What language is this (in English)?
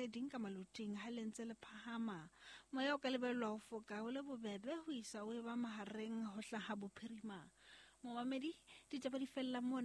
Southern Sotho